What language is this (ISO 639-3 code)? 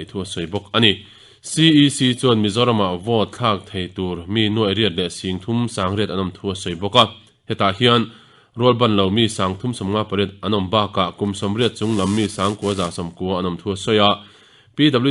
lus